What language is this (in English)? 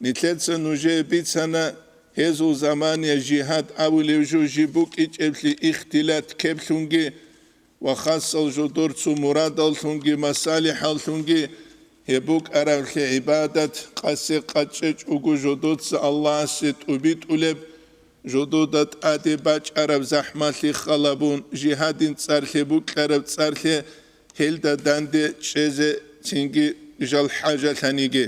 Avaric